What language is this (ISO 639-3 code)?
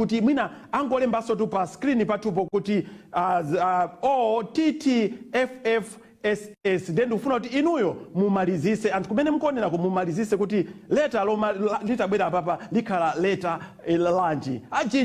nya